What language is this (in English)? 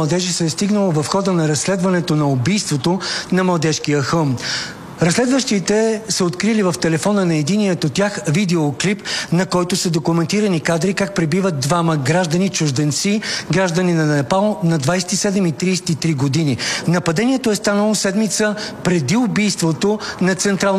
Bulgarian